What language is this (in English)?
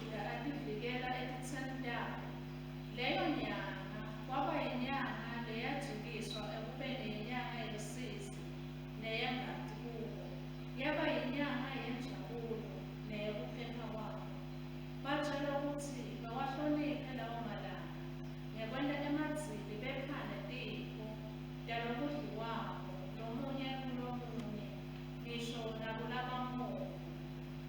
Swati